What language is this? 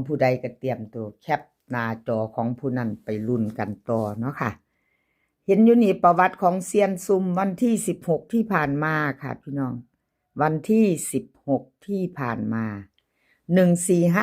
Lao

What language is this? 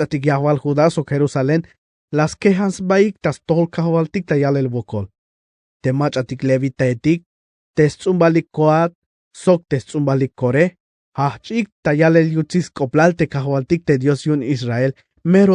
Tzeltal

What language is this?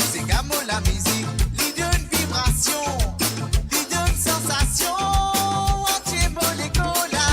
Morisyen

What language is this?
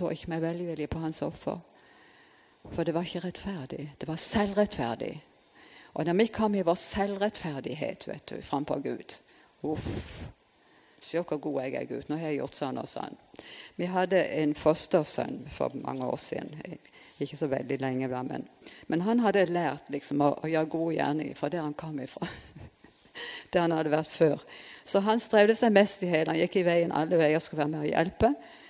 Norwegian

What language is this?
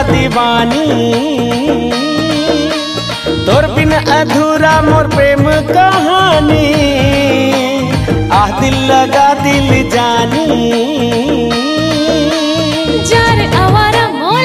Chhattisgarhi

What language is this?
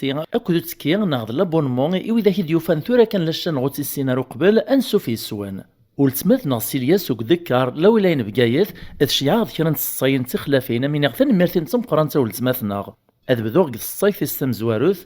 Kabyle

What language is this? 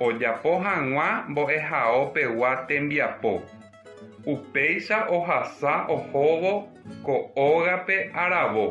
Guarani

